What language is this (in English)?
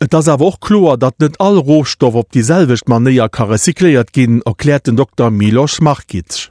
Luxembourgish